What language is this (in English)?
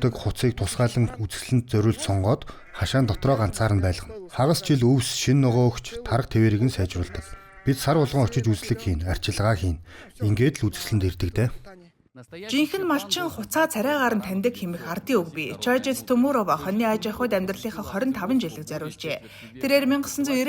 Mongolian